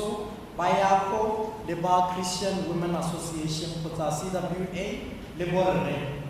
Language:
Tswana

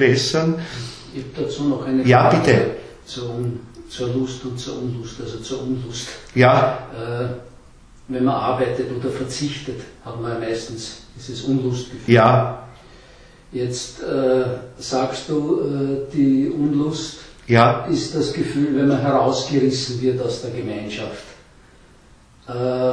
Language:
German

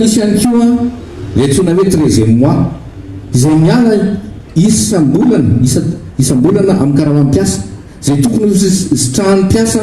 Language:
Malagasy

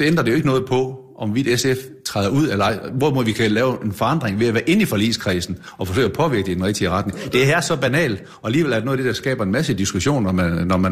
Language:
Danish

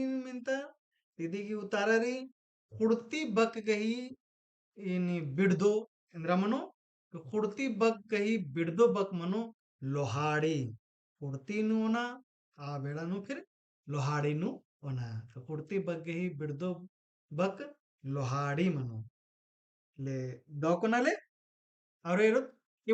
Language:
Kurukh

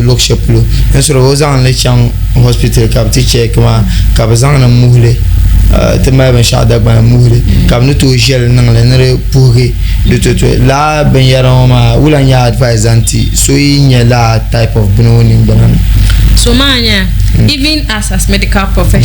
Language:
Dagbani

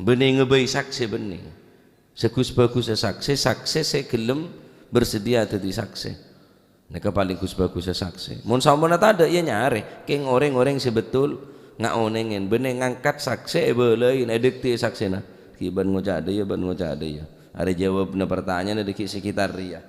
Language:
Madurese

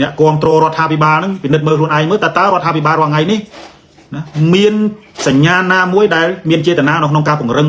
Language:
Khmer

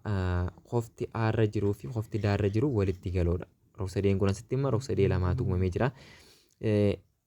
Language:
Oromo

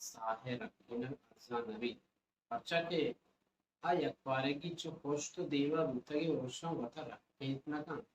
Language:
Baluchi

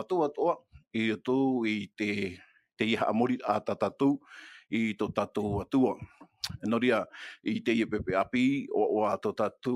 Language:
Tahitian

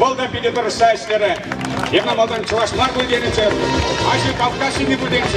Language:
Chuvash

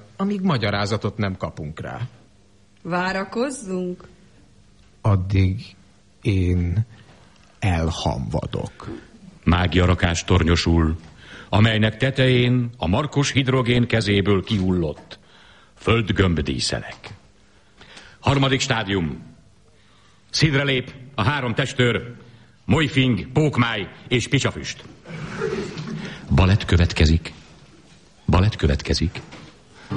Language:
Hungarian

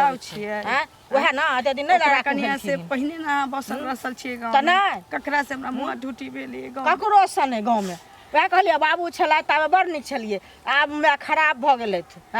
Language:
Maithili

